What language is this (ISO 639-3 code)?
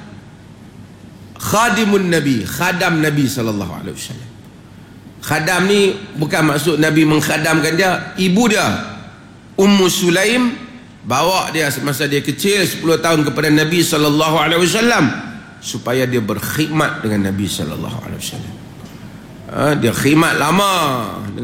msa